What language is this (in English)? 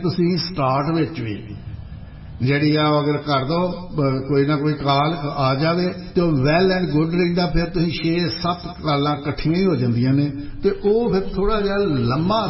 Punjabi